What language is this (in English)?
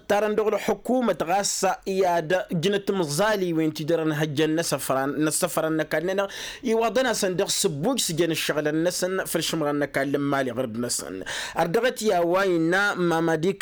Tamasheq